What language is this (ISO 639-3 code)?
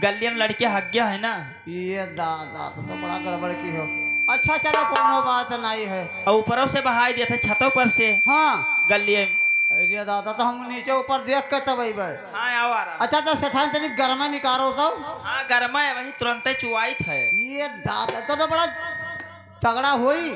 awa